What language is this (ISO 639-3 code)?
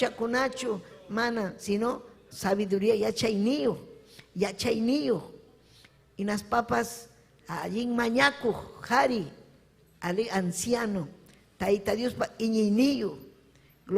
quy